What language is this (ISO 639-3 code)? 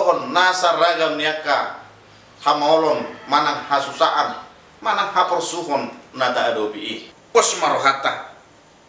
bbc